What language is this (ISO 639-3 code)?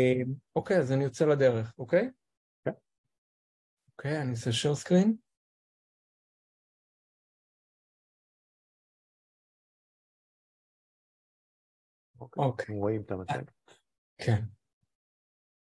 heb